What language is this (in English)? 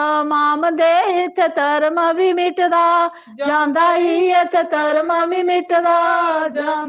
Dogri